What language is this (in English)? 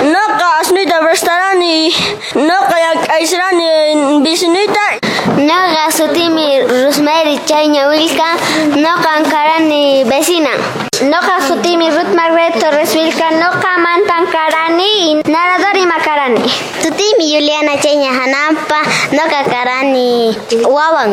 Quechua